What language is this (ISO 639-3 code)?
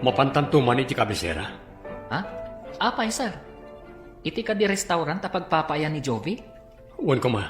ilo